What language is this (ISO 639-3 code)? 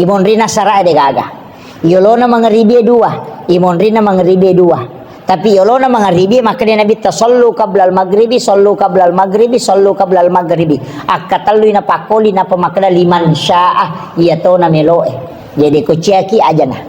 bug